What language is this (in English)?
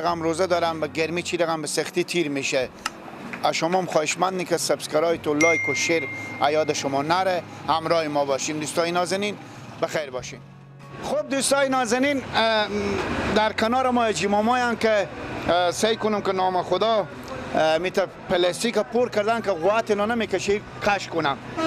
Persian